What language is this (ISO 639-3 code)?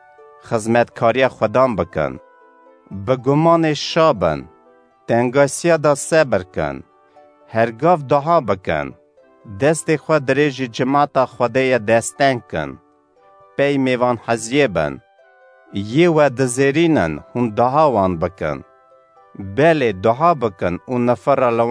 kur